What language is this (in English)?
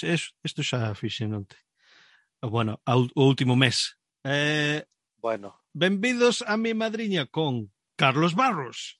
Galician